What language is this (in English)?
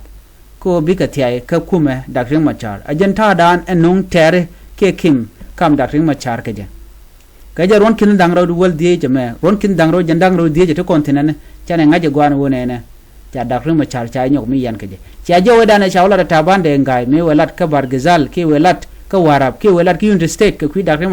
Nuer